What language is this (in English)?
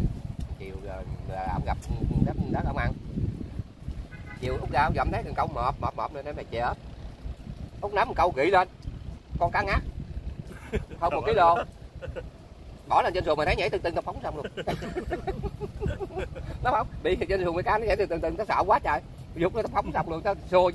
Vietnamese